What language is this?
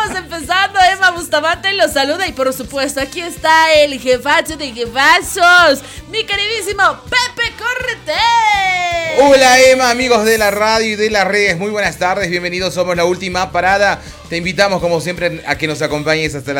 Spanish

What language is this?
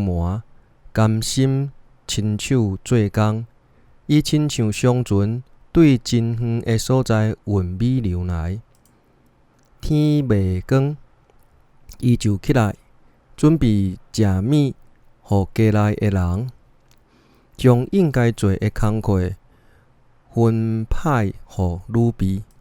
Min Nan Chinese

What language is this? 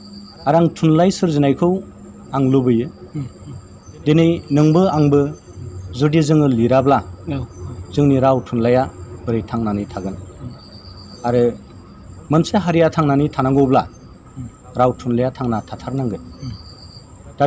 Bodo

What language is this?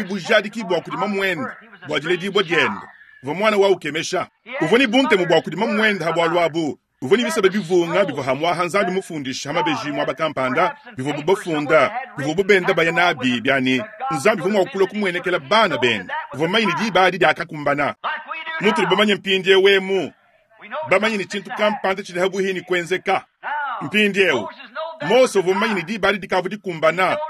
Luba-Lulua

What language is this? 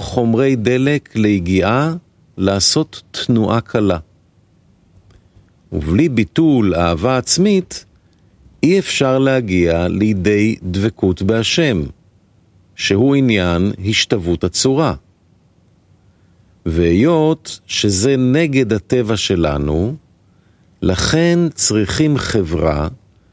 Hebrew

